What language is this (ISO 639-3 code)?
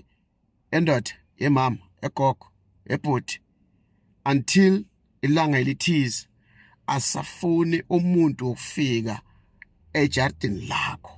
zul